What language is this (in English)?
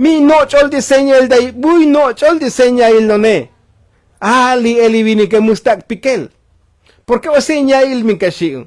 Tzotzil